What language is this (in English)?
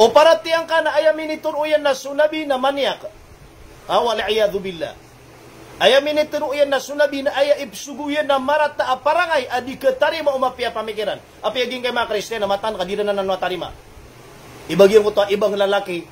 Maranao